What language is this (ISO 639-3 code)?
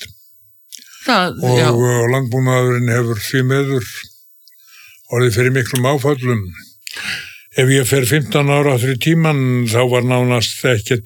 isl